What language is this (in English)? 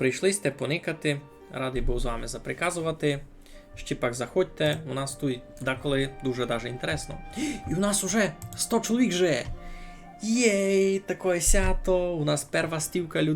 Rusyn